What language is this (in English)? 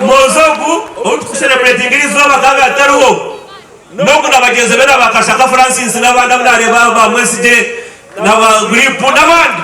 Nyankole